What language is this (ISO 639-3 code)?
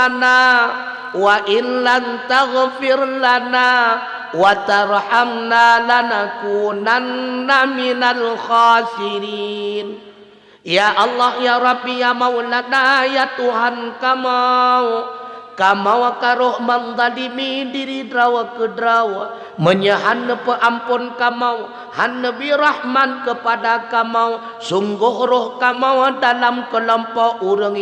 ace